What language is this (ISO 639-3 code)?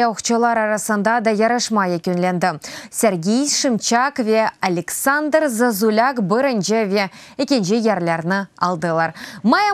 crh